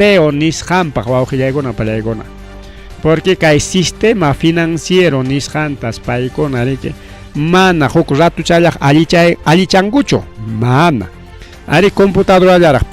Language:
Ayacucho Quechua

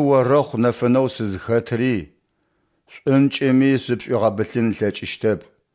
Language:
Adyghe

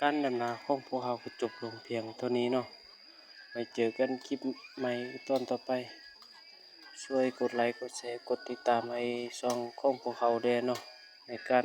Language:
Lao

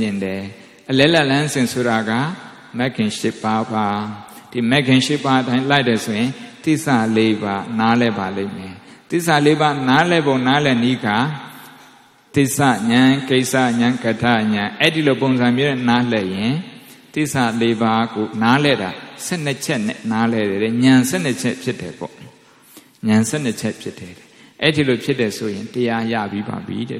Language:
Burmese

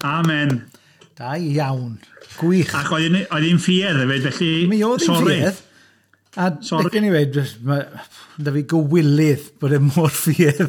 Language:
Welsh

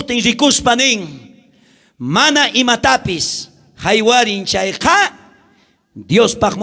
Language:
South Bolivian Quechua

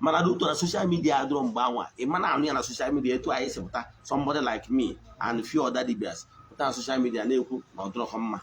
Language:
Igbo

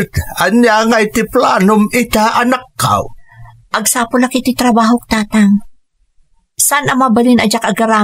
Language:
Iloko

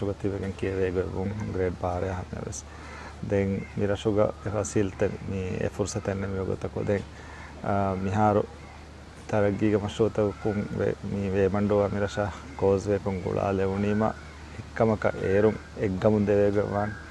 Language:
Divehi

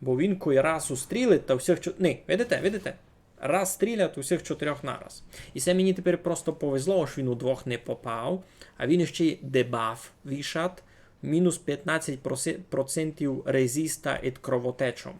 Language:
Rusyn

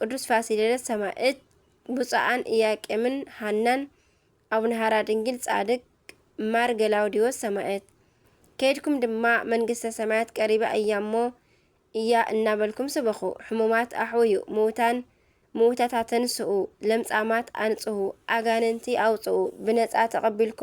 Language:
Tigrinya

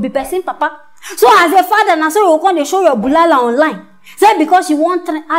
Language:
Nigerian Pidgin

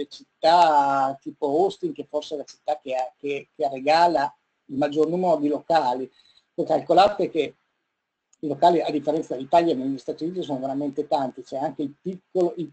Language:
Italian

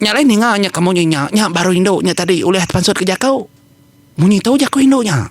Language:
Iban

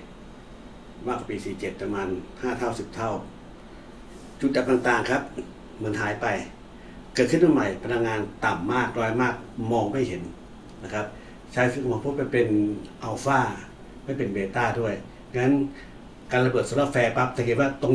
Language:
Thai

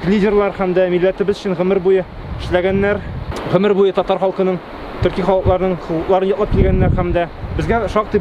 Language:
Tatar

